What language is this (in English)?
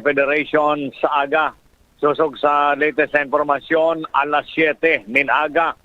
Bikol